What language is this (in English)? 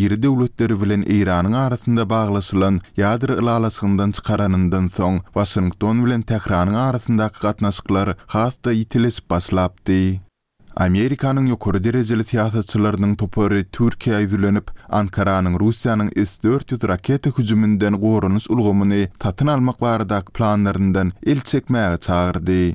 Turkmen